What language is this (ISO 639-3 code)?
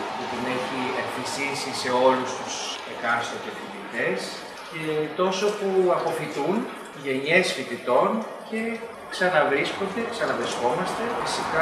ell